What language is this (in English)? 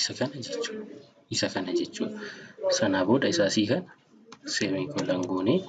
Oromo